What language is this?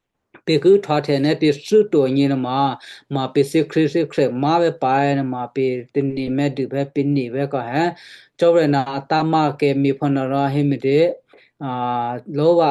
Western Kayah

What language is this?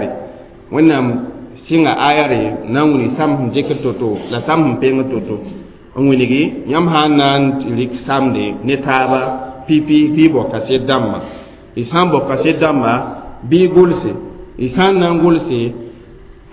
Mossi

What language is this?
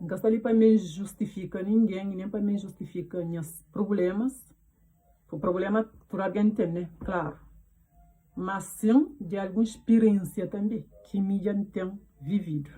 Kabuverdianu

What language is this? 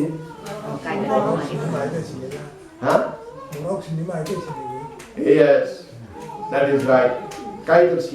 Kok Borok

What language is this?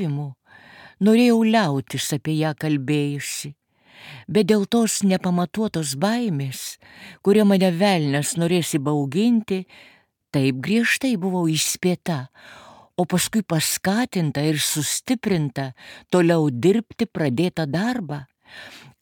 Lithuanian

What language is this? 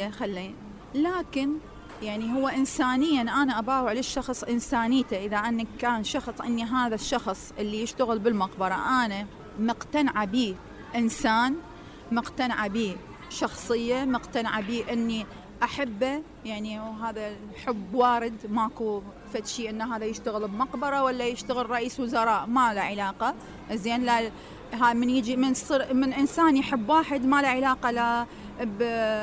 Mesopotamian Arabic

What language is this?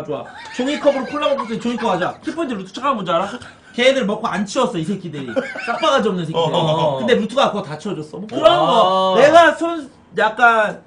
Korean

